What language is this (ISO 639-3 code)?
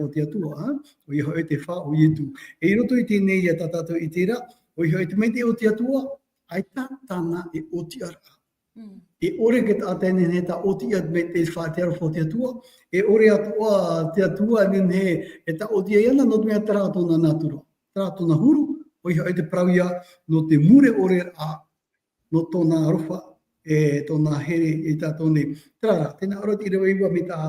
tah